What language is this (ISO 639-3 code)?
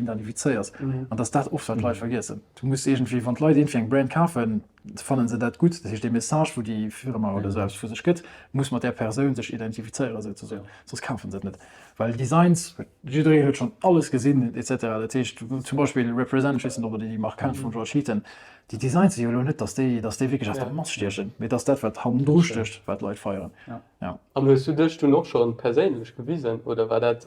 ltz